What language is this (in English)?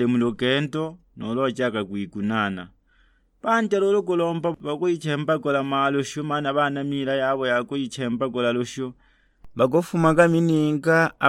Sukuma